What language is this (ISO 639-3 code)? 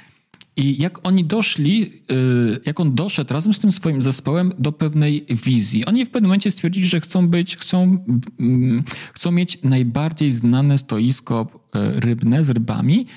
pol